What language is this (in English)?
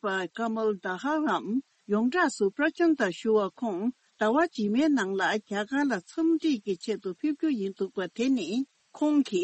Tibetan